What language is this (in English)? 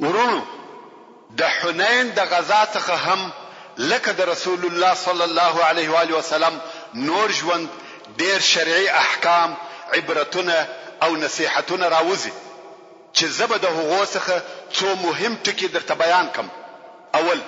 Pashto